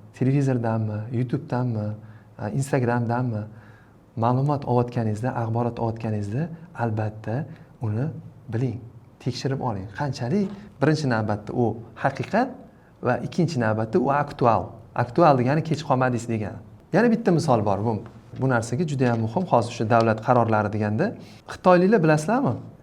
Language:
Uzbek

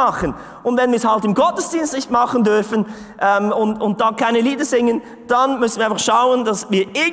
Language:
Swiss German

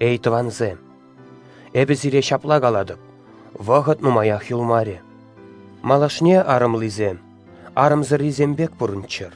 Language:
Chuvash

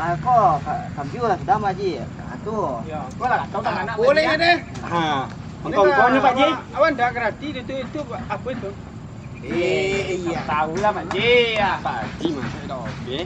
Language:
Minangkabau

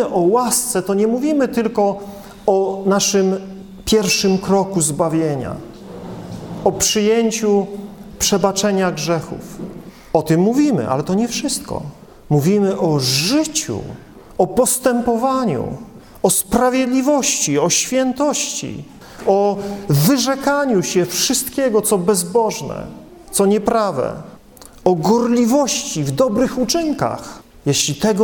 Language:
Polish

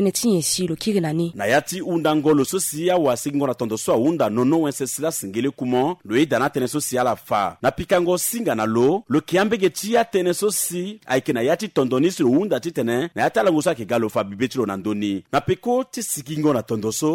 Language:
Sango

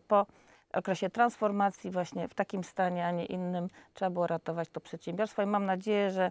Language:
Polish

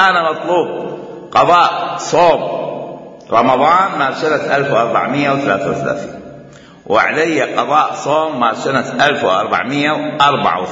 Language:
Mesopotamian Arabic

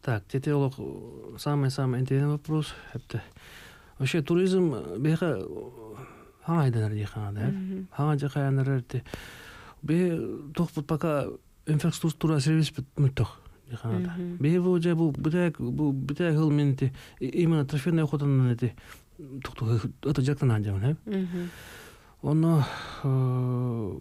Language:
Yakut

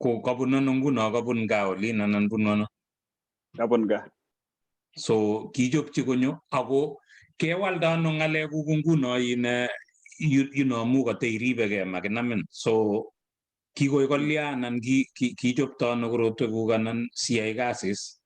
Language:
Kalenjin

